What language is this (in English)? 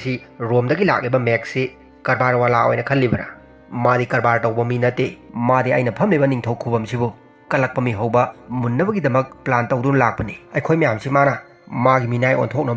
Manipuri